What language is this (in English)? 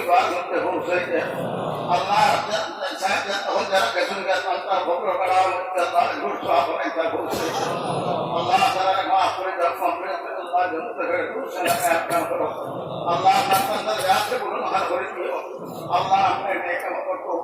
Sylheti